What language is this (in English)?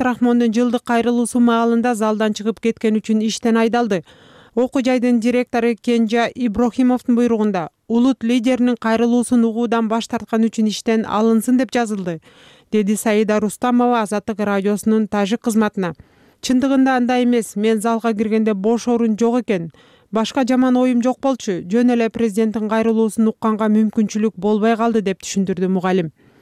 Kyrgyz